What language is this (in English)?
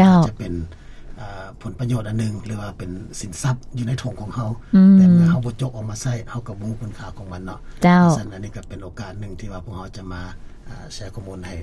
Lao